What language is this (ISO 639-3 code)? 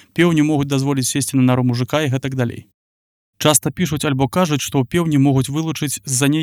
bel